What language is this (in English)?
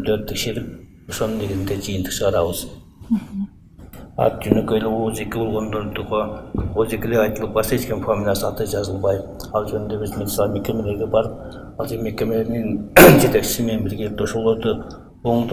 Kyrgyz